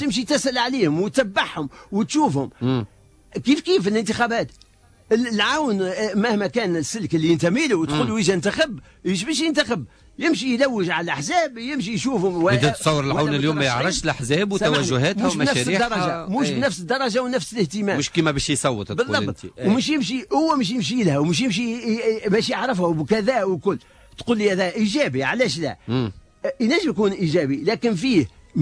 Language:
Tunisian Arabic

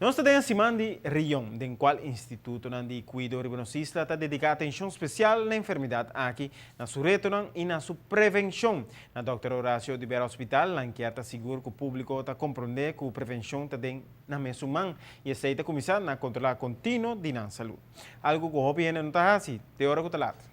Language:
Papiamento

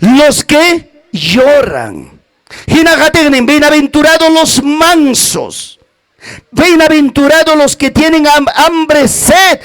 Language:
Ayacucho Quechua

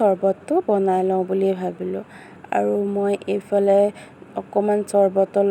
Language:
Assamese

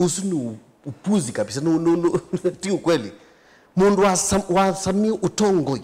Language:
Kamba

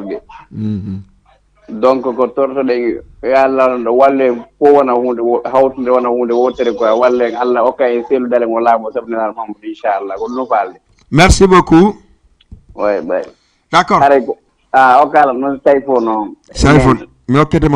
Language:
Fula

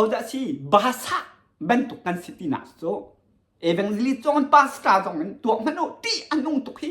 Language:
Hakha Chin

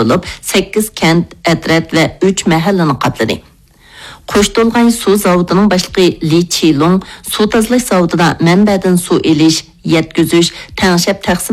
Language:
Uyghur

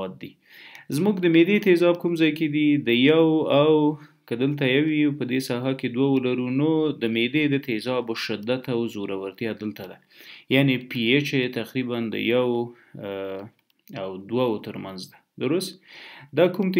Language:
Pashto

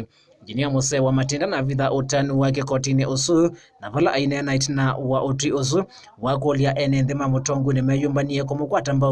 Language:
Kamba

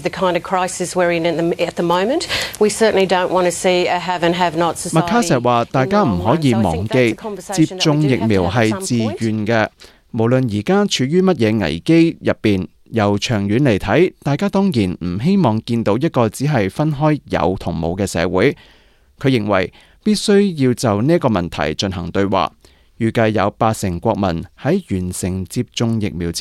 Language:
Cantonese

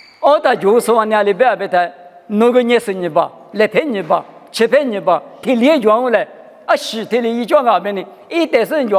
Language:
Lisu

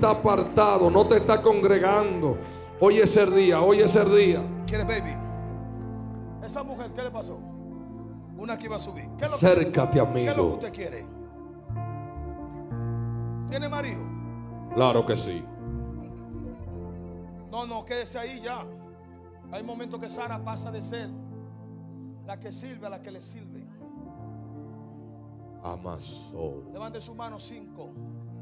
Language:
Spanish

